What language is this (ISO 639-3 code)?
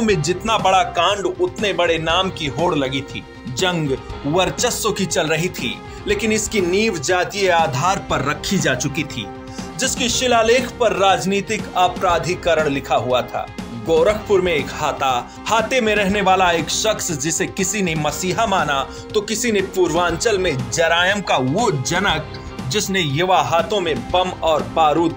hin